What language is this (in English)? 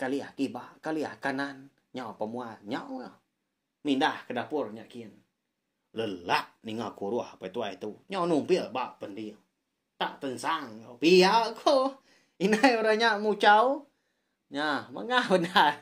Iban